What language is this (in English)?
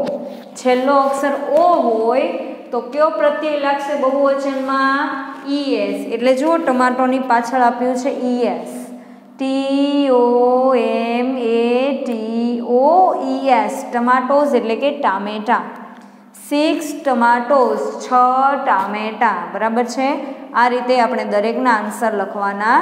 Gujarati